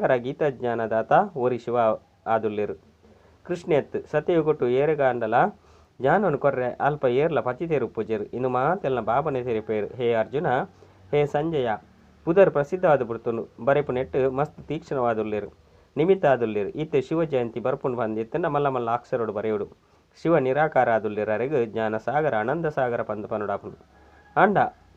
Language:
Tulu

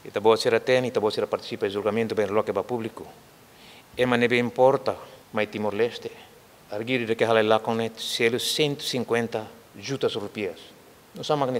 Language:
Tetum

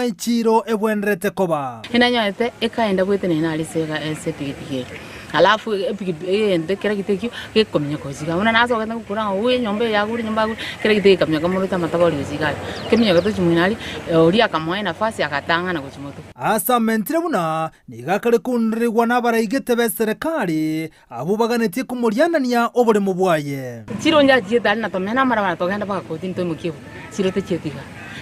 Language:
Gusii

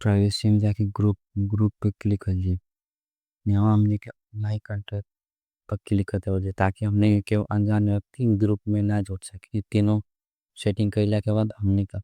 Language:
Bhojpuri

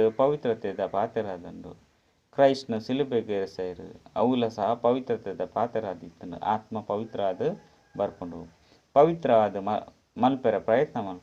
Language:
Tulu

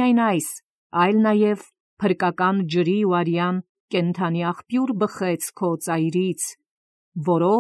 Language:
Armenian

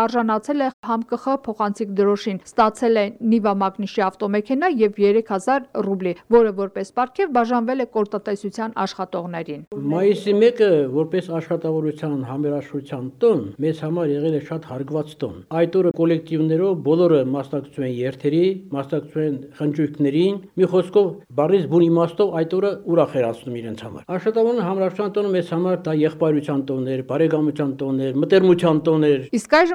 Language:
Armenian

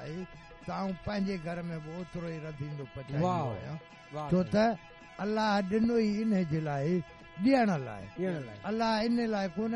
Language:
Sindhi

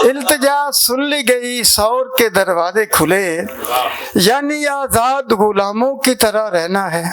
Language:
Western Panjabi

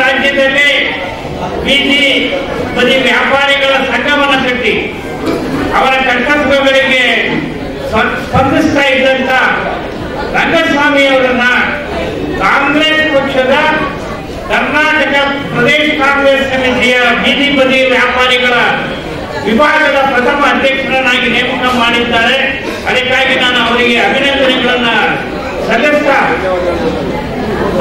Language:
Kannada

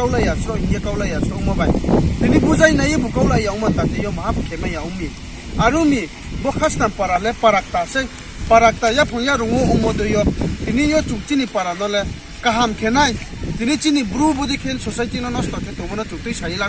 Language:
Riang (India)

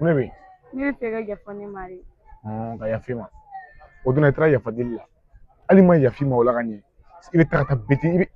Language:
Bambara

